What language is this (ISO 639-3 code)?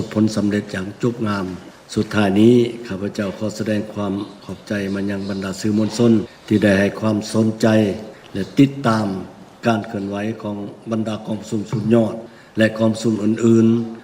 lao